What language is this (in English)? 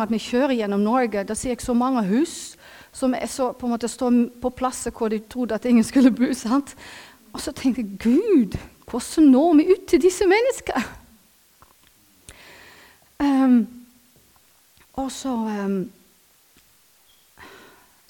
Norwegian